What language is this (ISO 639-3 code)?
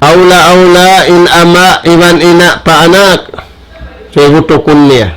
tsg